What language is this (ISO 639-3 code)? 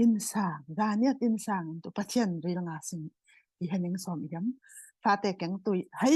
cfm